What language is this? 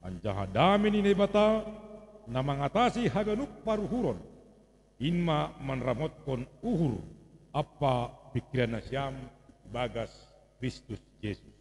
Batak Simalungun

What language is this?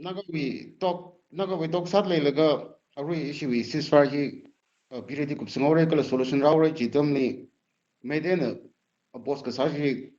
Tangkhul Naga (India)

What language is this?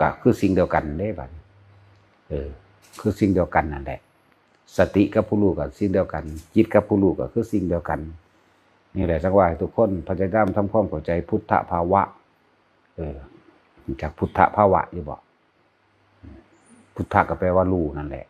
Northeastern Thai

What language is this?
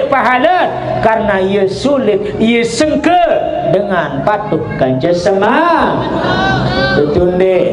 Sasak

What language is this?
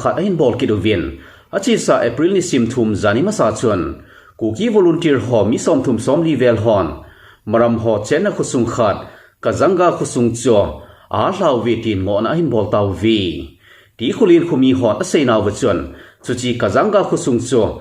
Thado Chin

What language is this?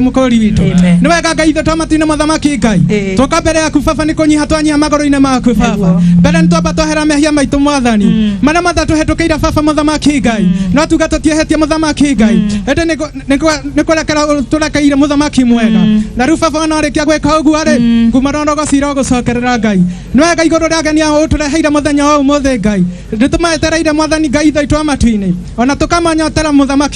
Kikuyu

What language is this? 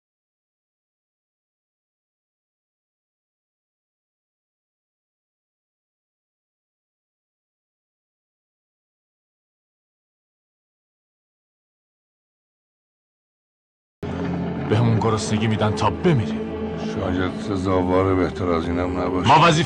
Persian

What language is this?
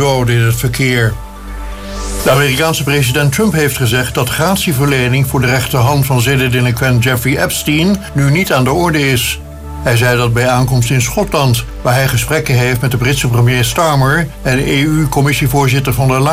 Dutch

